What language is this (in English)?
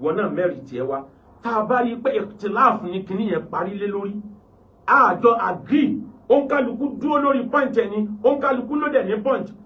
Yoruba